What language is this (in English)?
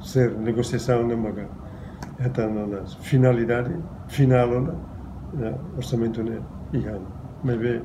Tetum